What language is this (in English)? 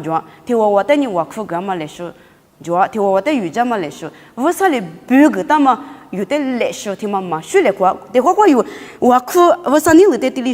Lisu